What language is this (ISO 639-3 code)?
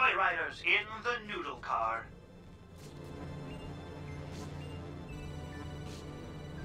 eng